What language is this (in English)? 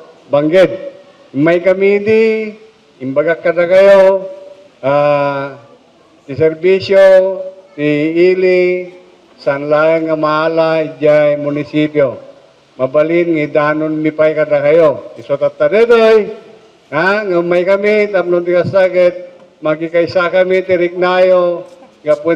Iloko